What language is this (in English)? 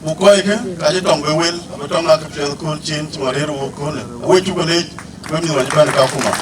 Dinka